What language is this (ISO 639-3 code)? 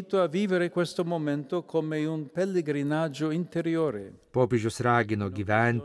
lit